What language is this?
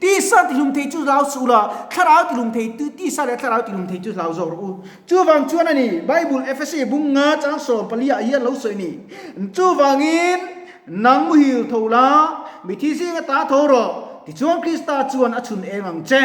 Mizo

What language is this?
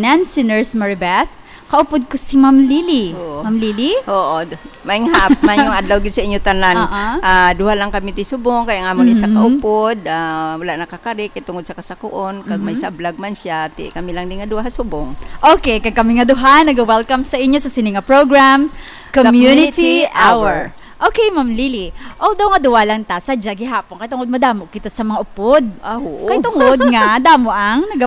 Hiligaynon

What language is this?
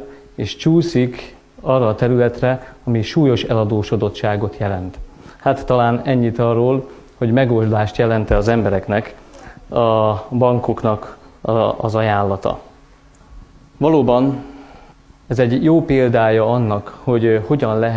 Hungarian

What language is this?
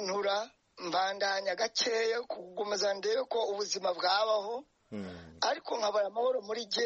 Kinyarwanda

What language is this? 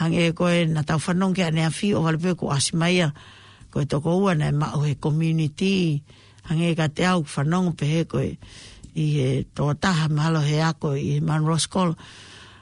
Tongan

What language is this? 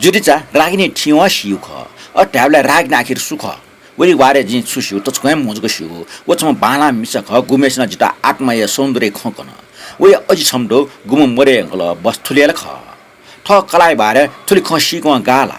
Newari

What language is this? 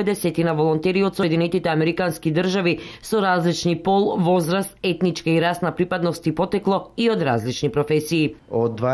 Macedonian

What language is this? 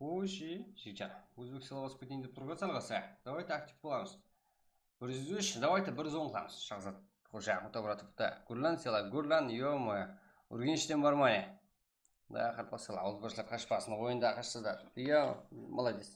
Kara-Kalpak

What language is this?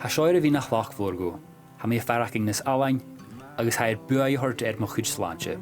Scottish Gaelic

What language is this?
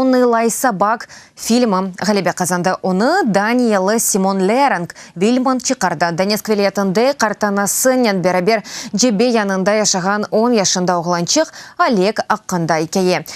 Crimean Tatar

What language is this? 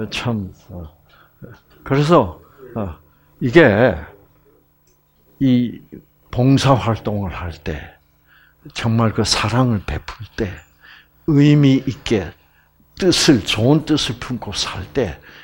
Korean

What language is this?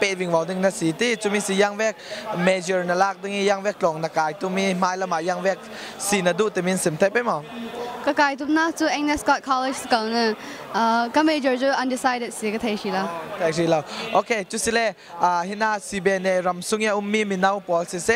Falam Chin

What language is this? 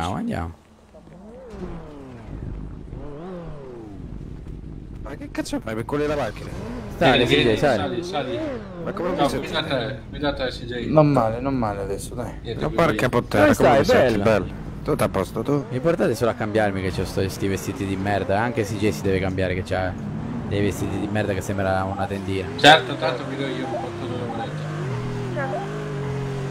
Italian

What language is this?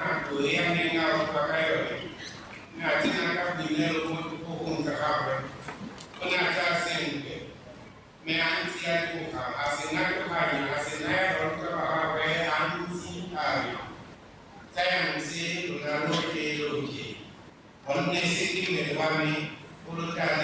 Tswana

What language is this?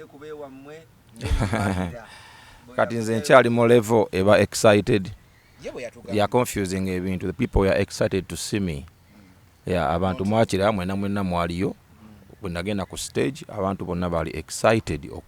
Ganda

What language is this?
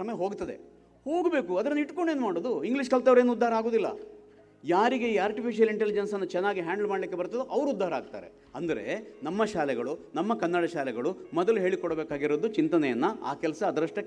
Kannada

